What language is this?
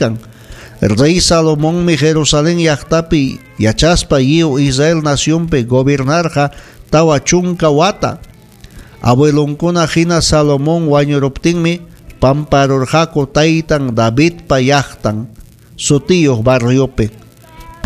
Ayacucho Quechua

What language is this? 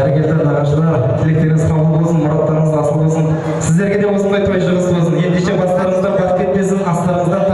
Kazakh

